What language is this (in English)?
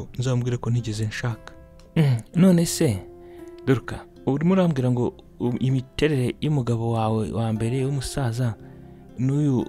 Kinyarwanda